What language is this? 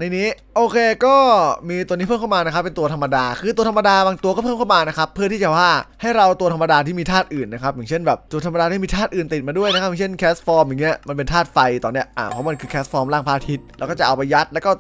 Thai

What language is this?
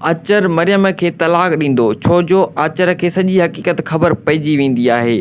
Sindhi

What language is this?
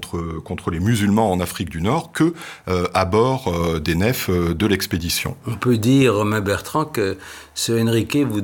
French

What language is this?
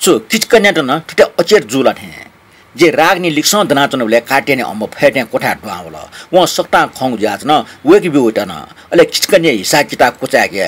Newari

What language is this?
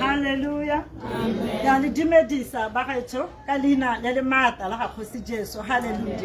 Tswana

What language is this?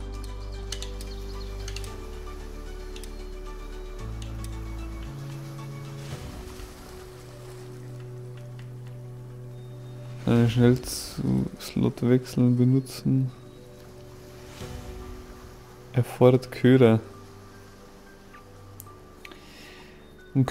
German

